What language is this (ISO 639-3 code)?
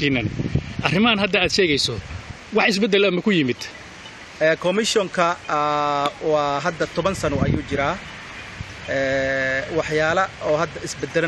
som